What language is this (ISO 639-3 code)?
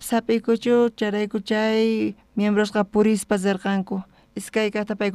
quh